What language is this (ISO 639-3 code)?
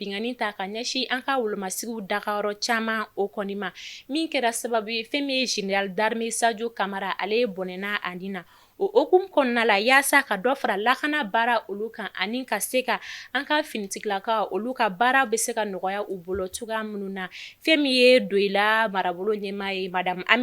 bam